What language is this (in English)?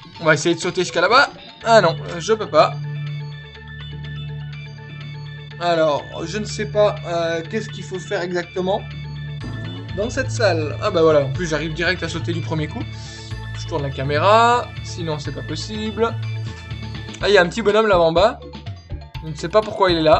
French